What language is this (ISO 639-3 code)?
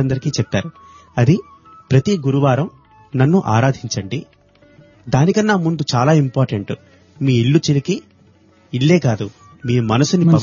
tel